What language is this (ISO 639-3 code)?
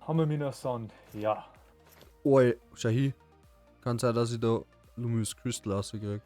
bar